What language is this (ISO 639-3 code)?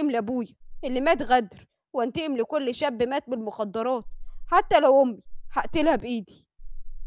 arz